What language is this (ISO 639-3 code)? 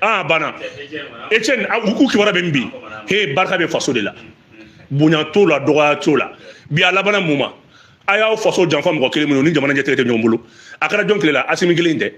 bam